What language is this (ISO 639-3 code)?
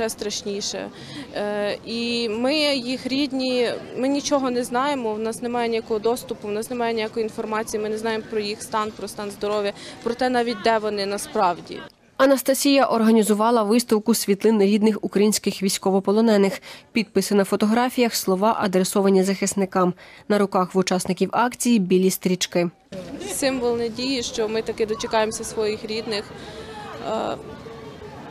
ukr